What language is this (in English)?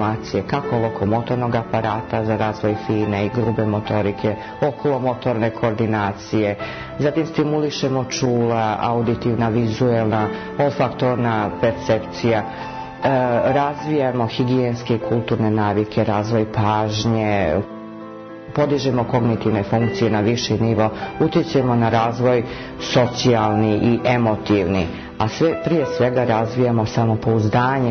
Serbian